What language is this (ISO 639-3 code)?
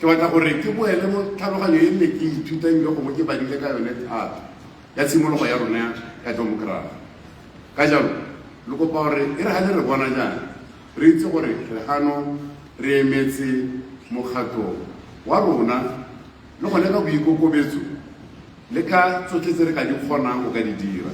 tsn